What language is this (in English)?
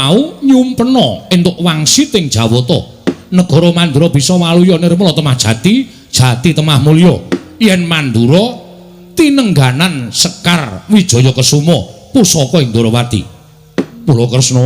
Javanese